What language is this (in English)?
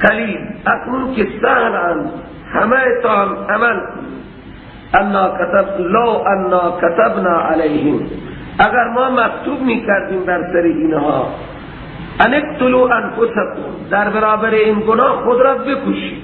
Persian